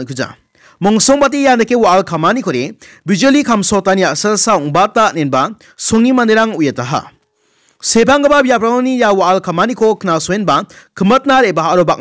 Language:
Garo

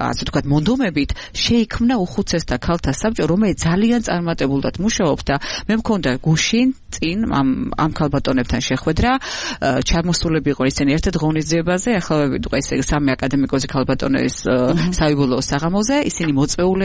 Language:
Georgian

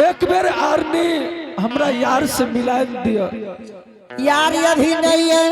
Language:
Angika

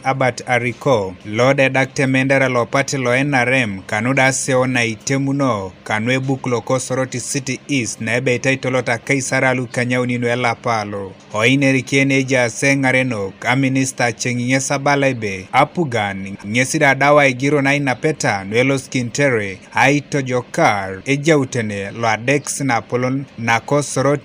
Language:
Teso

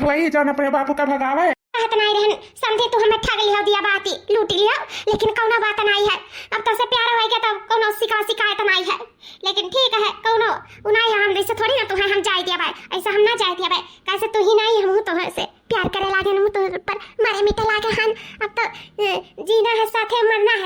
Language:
Awadhi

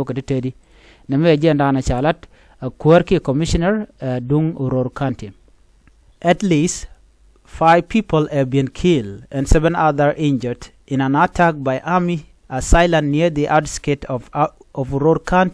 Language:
Nuer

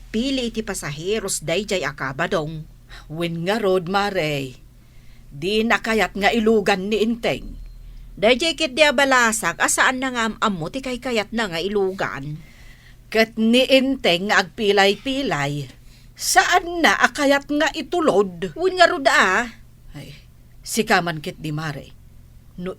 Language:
Iloko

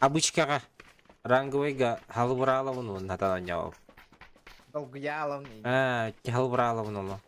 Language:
Yakut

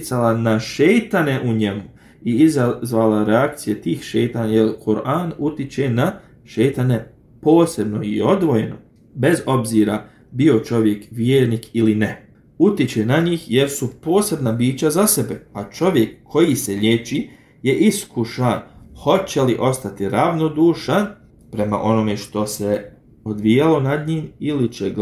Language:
Bosnian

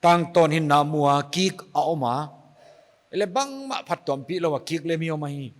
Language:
Paite Chin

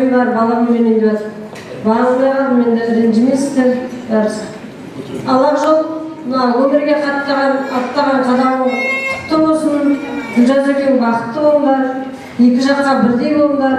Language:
Kazakh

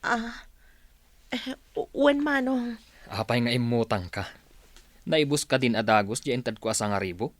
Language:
Iloko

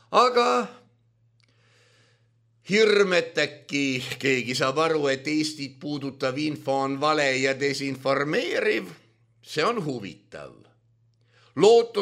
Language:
Estonian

